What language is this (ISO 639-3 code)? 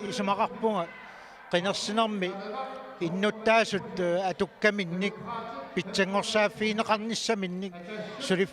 kal